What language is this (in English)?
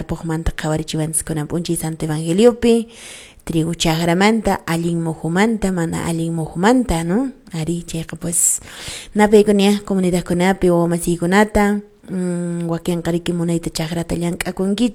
Quechua